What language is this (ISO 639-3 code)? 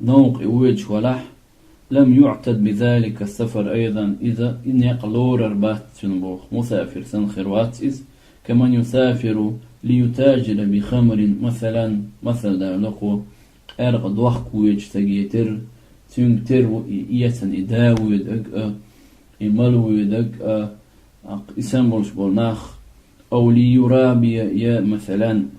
che